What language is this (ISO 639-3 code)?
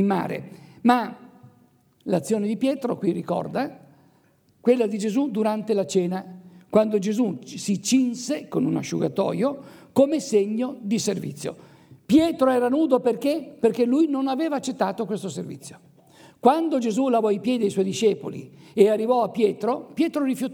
ita